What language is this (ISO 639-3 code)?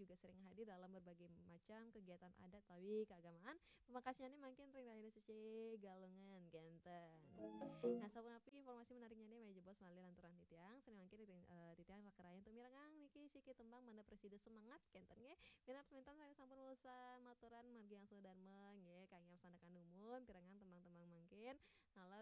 ban